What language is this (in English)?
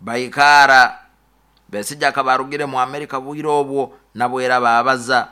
Nyoro